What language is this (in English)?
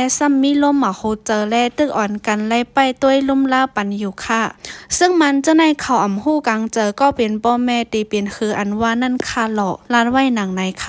Shan